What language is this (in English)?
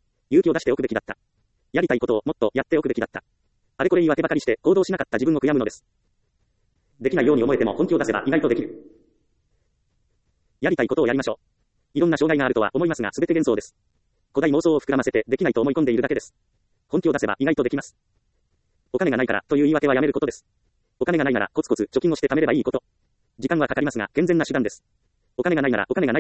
Japanese